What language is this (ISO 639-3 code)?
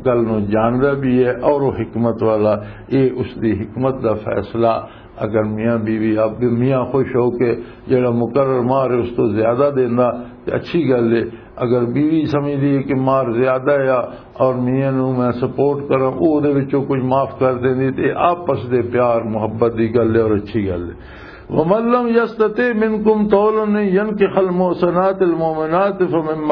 lah